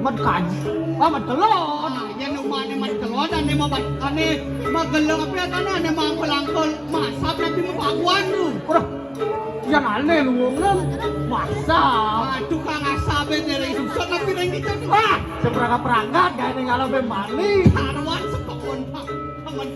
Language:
Balinese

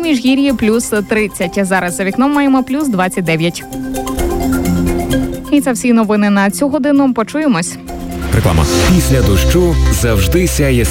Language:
Ukrainian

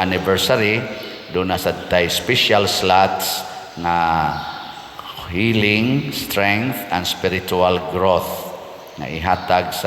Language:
Cebuano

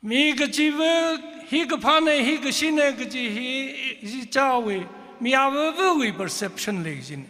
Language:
Tangkhul Naga (India)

